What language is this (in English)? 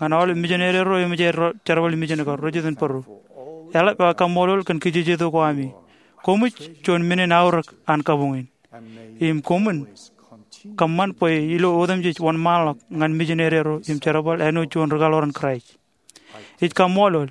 Marshallese